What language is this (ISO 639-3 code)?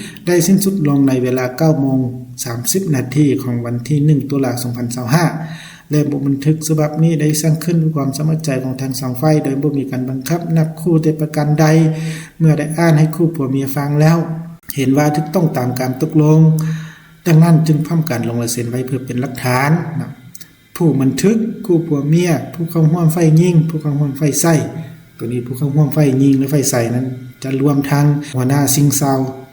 lao